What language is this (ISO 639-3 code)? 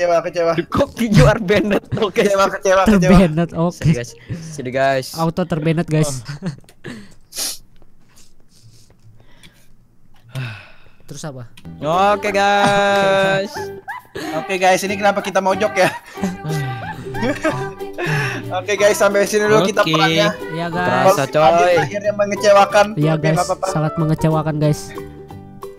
ind